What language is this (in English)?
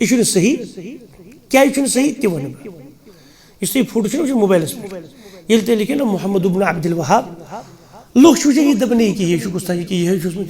Kashmiri